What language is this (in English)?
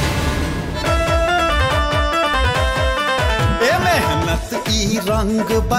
Bhojpuri